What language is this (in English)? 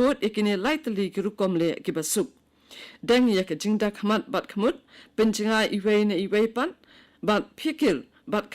Khasi